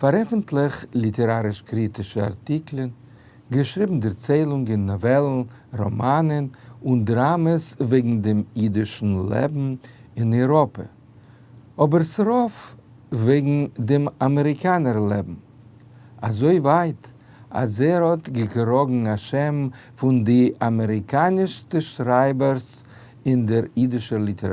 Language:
Yiddish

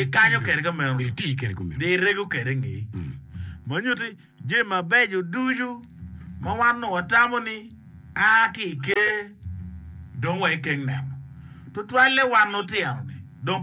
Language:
Acoli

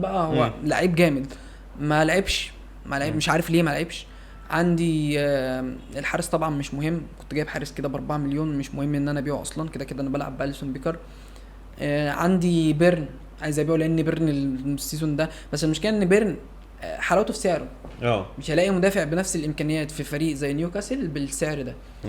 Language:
Egyptian Arabic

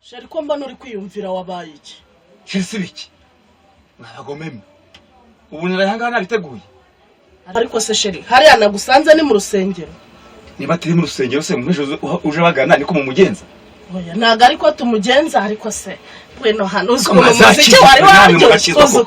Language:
Kinyarwanda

